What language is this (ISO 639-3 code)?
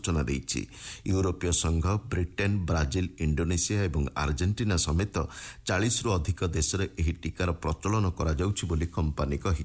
ori